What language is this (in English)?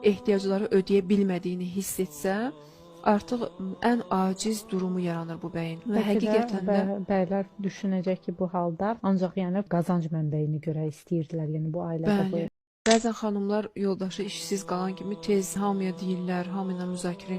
Azerbaijani